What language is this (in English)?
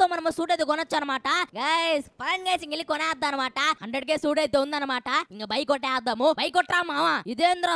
Telugu